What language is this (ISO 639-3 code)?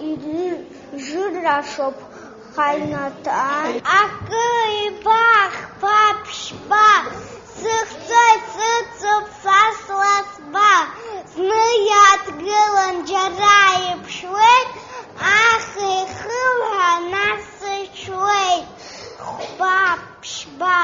abk